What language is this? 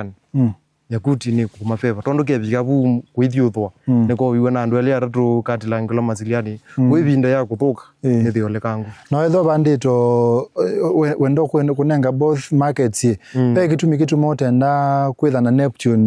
Kamba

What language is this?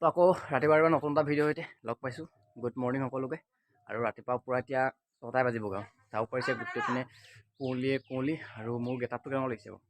Assamese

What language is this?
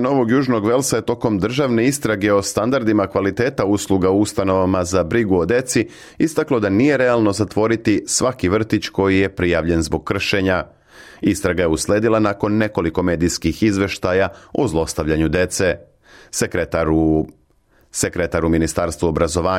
Serbian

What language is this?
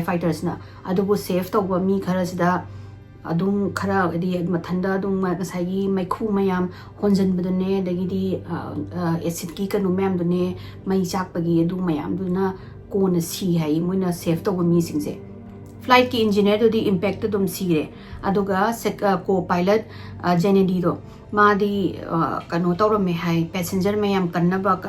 Manipuri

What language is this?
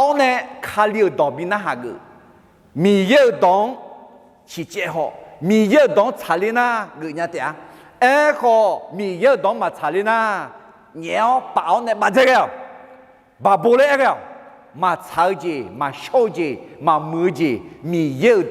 Akha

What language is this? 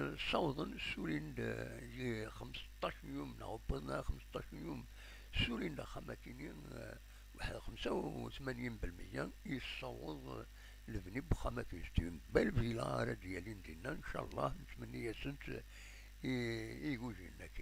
Kabyle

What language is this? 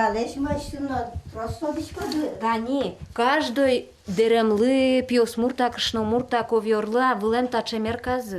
Udmurt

